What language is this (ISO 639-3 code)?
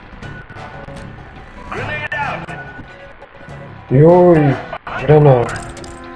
slk